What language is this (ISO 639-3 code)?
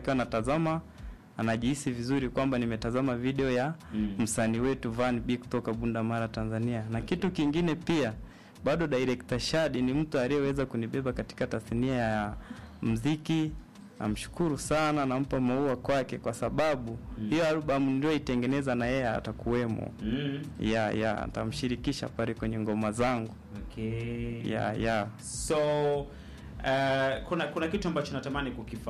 swa